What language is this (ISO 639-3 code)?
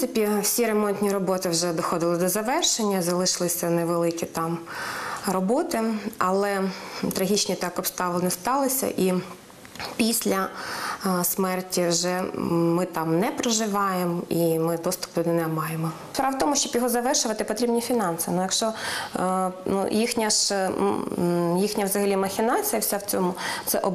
ukr